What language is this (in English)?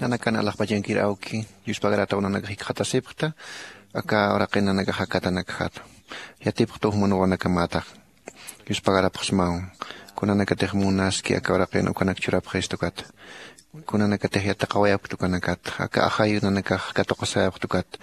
Aymara